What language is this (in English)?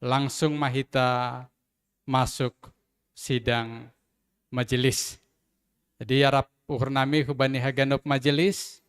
Batak Simalungun